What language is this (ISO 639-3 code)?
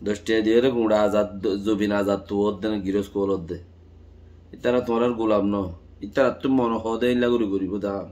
rhg